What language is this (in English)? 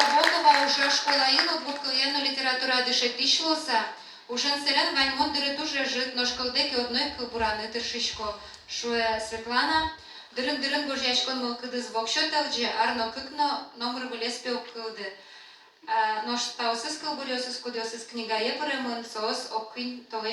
Udmurt